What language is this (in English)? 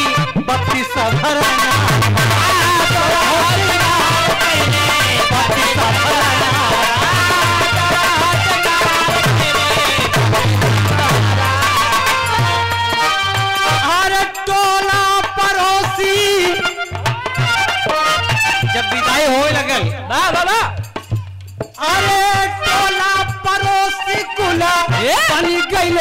Bhojpuri